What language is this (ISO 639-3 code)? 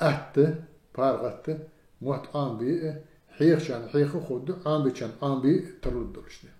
inh